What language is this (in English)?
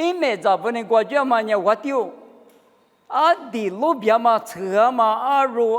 Lisu